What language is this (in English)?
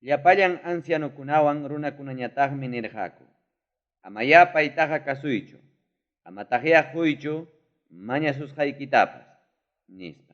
Ayacucho Quechua